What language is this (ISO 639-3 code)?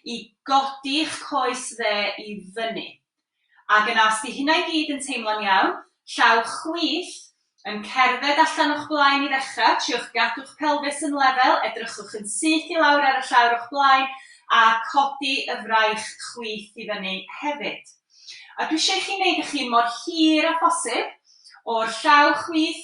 cym